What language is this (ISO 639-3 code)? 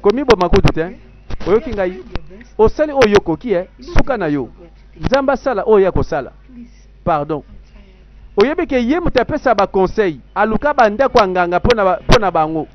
lin